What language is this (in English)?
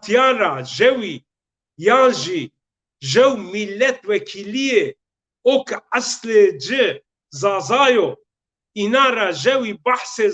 Zaza